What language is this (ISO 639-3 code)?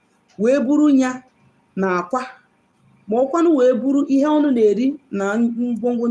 ibo